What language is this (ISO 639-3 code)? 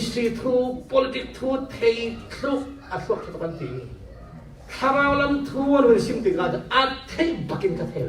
cfm